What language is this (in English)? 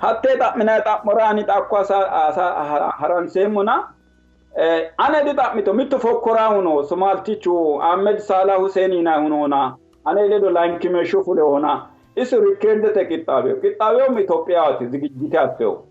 Sidamo